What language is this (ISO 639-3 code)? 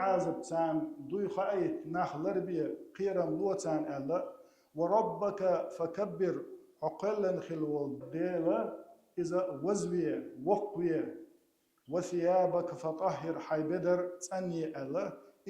che